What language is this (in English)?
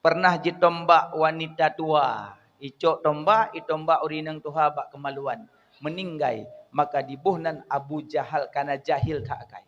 Achinese